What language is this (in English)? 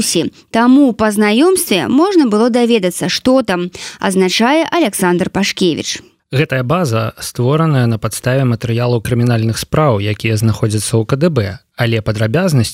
Belarusian